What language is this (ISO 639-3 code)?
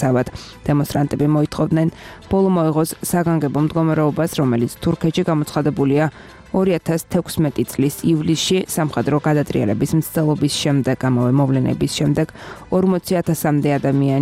kat